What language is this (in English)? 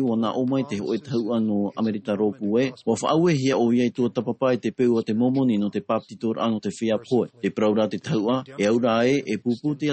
Tahitian